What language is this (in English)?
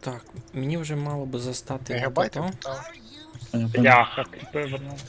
Rusyn